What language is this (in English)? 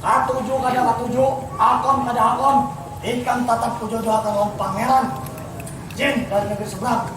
Banjar